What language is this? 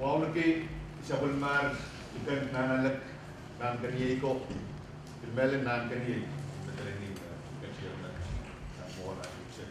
Pohnpeian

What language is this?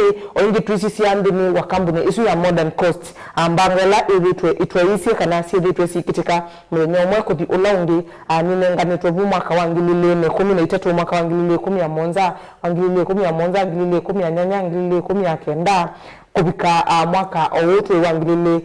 Kamba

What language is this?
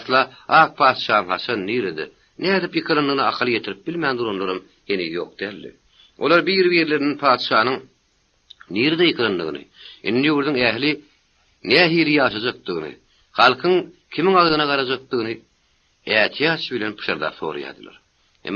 Turkmen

